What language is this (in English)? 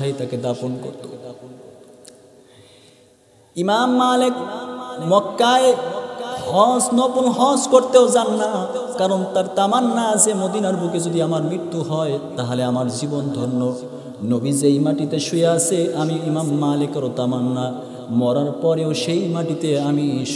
Bangla